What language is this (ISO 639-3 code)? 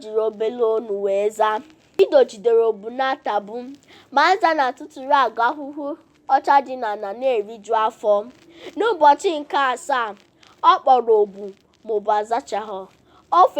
ibo